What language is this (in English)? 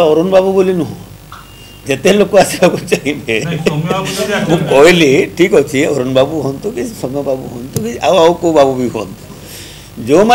Odia